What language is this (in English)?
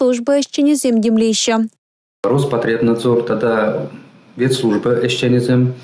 Chuvash